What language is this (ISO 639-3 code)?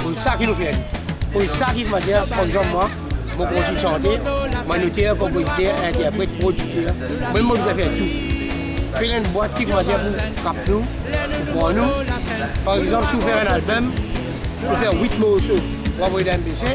mfe